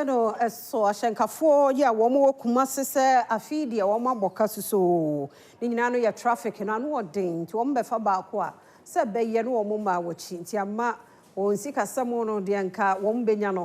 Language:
Akan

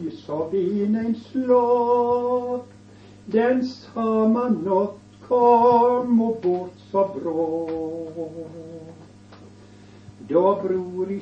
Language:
Norwegian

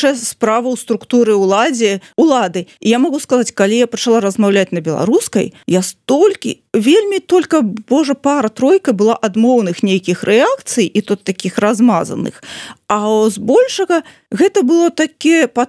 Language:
Belarusian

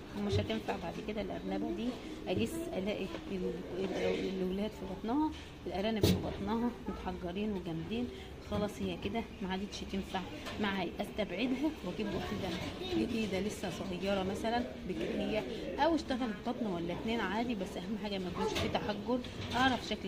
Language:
Egyptian Arabic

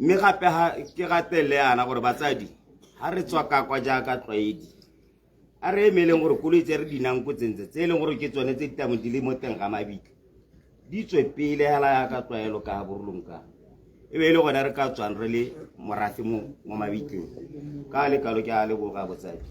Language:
Tswana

